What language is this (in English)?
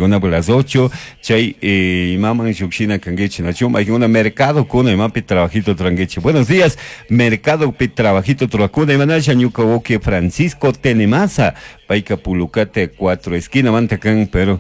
Chimborazo Highland Quichua